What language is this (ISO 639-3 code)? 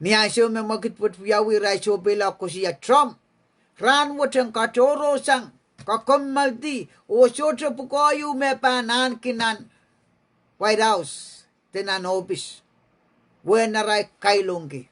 pon